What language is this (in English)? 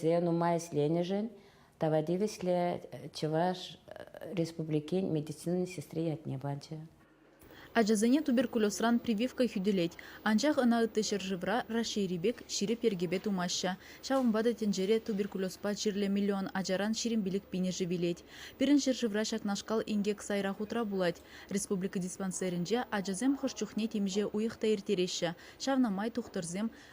Chuvash